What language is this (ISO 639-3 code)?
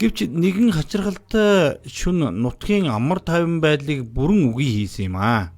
mon